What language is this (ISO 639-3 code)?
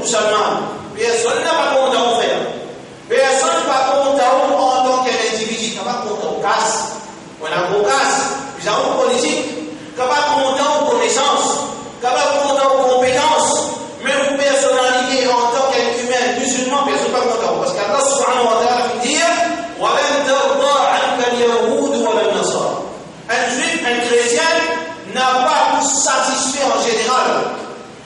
mfe